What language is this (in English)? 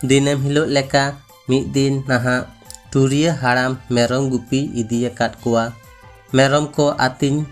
Santali